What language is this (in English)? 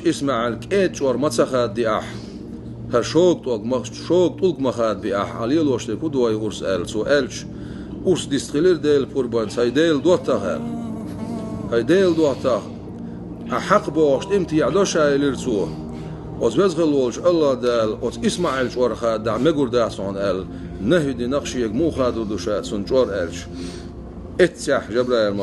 Chechen